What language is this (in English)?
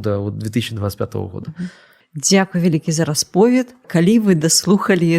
Belarusian